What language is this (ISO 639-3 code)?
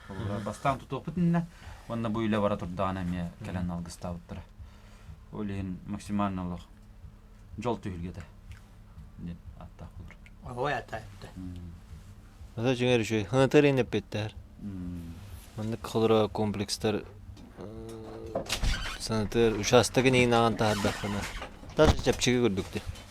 sah